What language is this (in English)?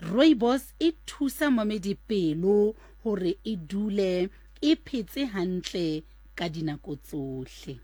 Southern Sotho